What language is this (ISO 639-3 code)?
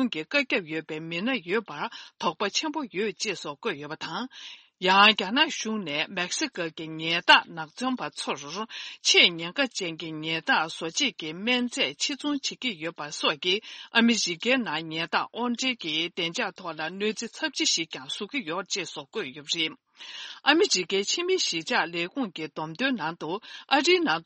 bod